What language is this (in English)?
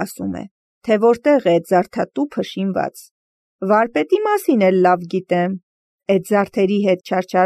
Armenian